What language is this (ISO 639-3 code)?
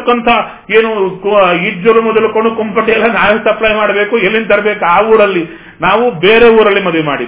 kan